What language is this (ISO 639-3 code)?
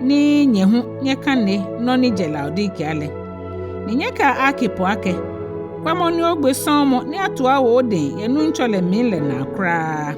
gaa